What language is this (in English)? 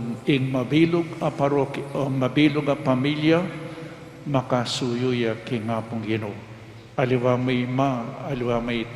Pampanga